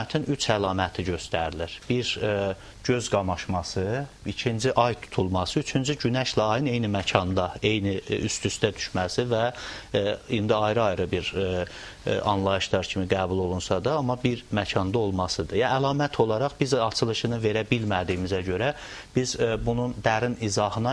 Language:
Azerbaijani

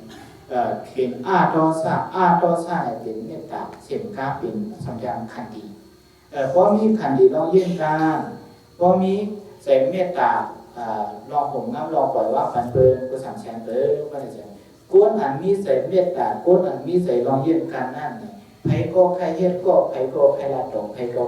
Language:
Shan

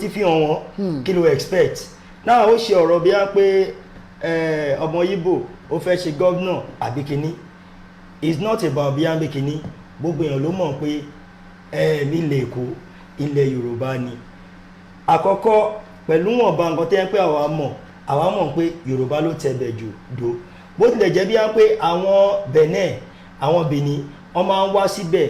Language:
Yoruba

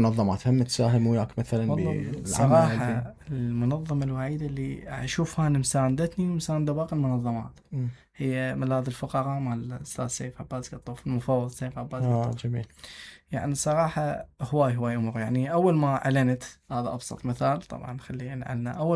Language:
Mesopotamian Arabic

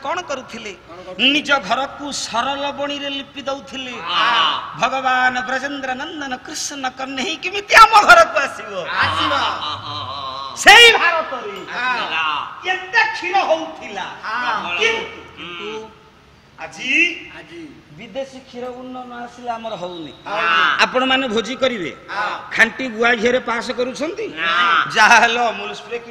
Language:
Odia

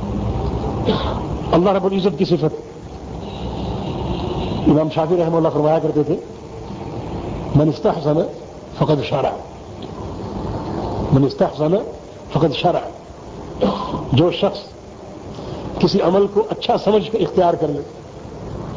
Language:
Urdu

